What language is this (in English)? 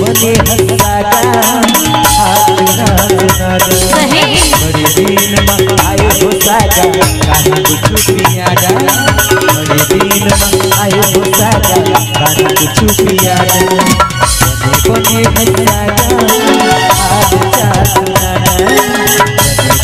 Chhattisgarhi